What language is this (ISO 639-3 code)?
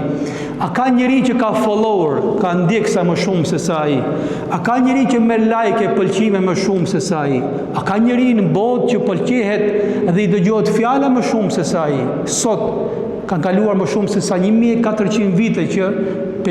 sqi